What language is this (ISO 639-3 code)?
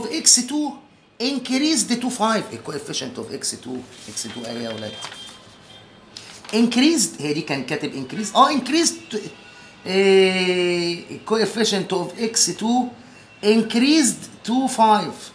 arz